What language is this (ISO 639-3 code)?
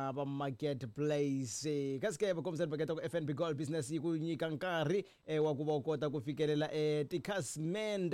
tso